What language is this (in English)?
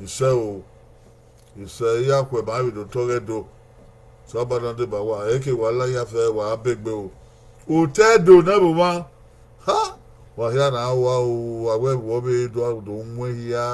Bini